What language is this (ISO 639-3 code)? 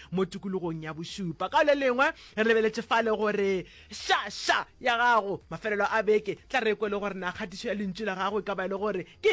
nso